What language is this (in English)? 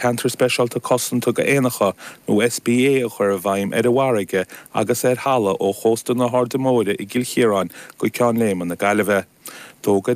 Irish